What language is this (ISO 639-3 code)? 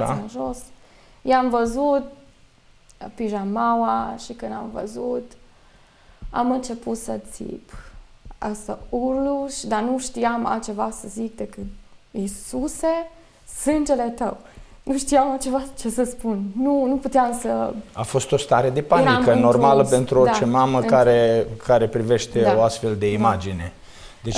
ron